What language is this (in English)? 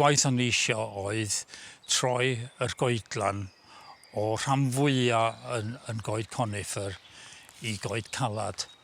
Welsh